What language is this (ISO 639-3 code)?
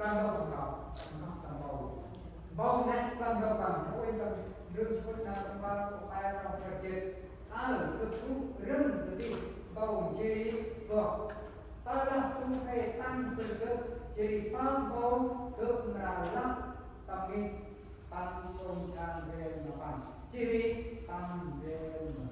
cmo